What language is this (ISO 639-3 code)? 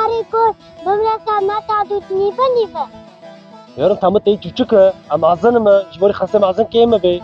kur